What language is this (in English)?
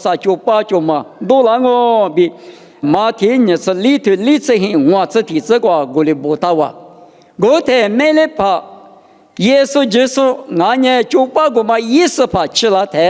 Lisu